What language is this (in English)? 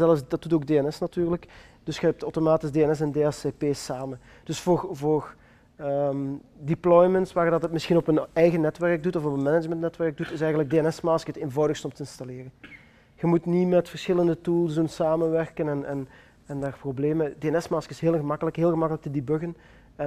Dutch